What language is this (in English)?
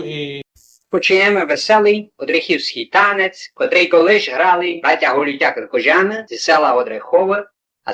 Rusyn